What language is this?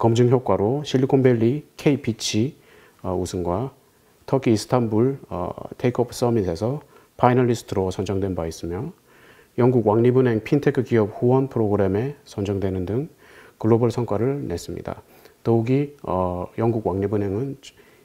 Korean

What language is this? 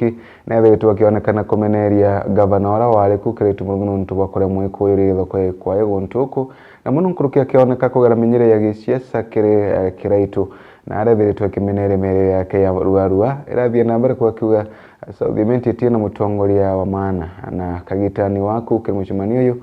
Meru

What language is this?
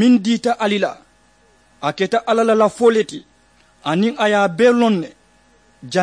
Mandingo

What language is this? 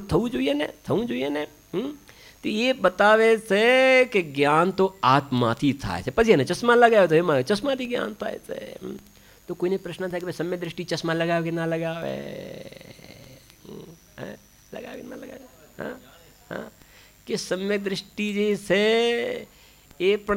Gujarati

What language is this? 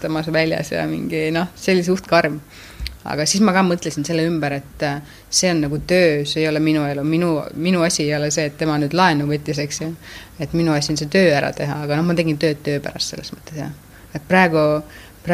Estonian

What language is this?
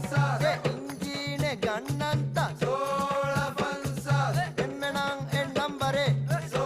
Divehi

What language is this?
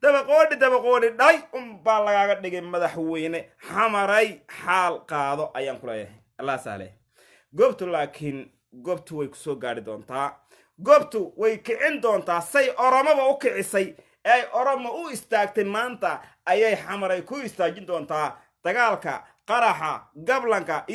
Somali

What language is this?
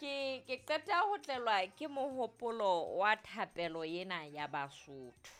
Southern Sotho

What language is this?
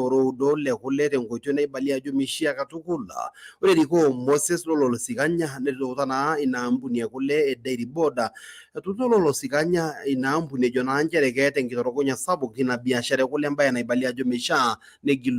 Masai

